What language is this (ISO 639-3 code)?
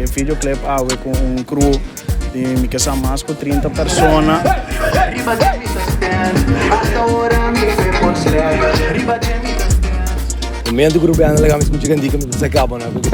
pap